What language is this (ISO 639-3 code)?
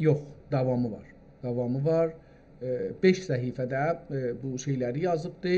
azb